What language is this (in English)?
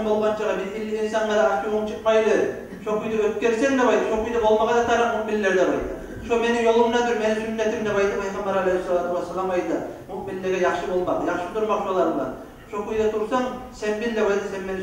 Kumyk